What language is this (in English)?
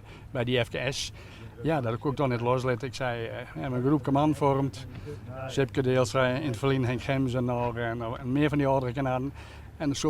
Western Frisian